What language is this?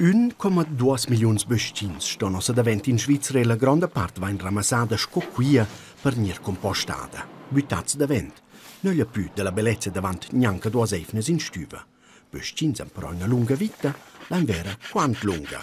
Romansh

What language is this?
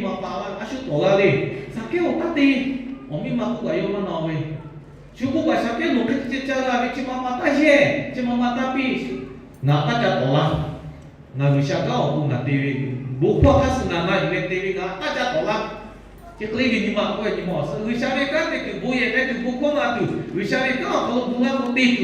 Lahu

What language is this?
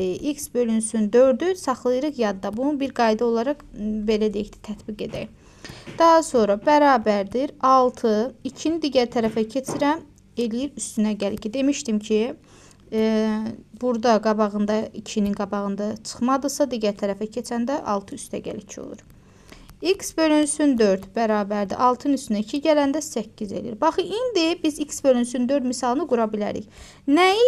Azerbaijani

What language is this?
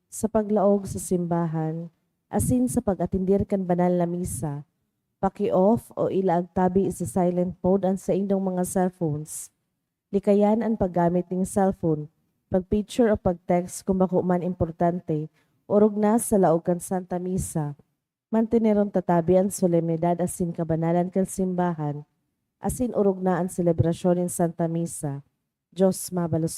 Bikol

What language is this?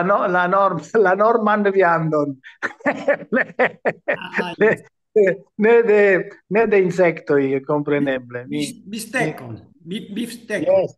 Esperanto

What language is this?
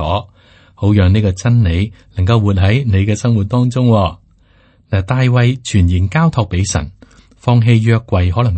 Cantonese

